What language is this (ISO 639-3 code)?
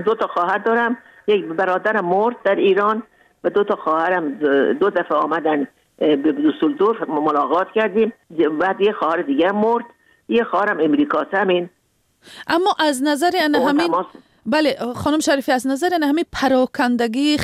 fas